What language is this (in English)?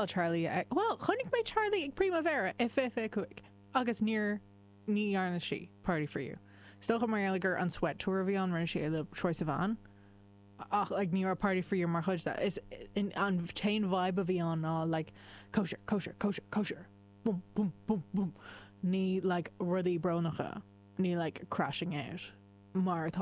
Irish